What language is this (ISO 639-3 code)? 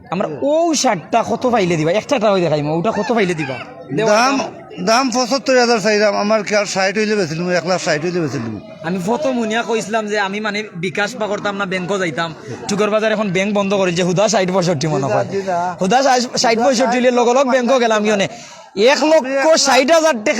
syl